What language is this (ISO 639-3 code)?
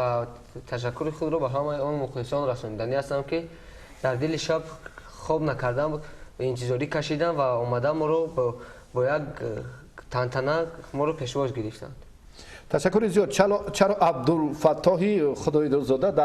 tgk